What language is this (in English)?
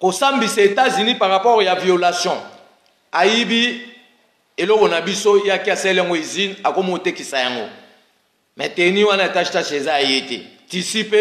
Lingala